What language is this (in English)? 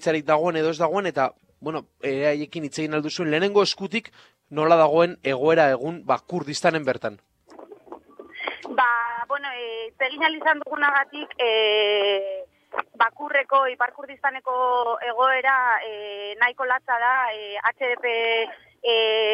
Basque